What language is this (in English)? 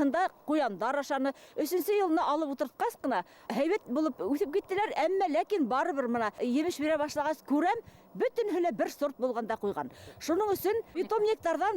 Bashkir